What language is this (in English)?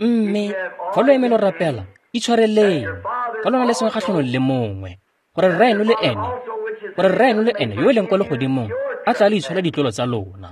Tswana